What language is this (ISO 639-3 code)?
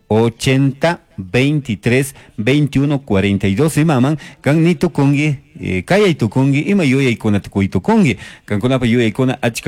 qug